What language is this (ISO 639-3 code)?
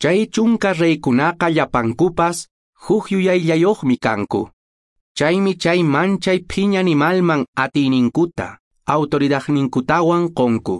que